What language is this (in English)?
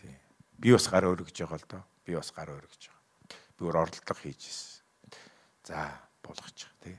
Mongolian